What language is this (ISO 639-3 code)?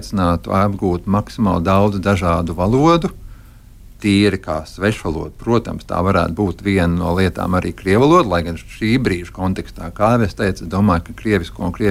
lav